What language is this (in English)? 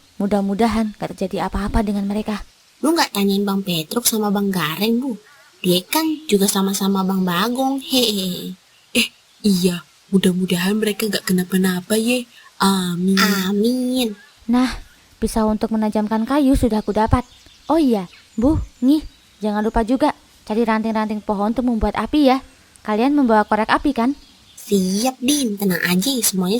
Betawi